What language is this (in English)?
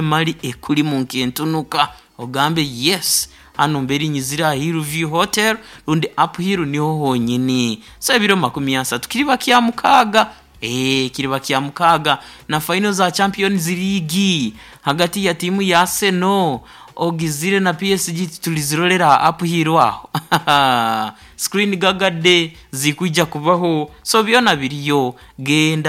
Nyoro